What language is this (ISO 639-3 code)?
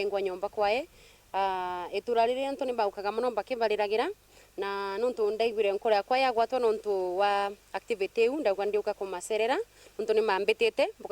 mer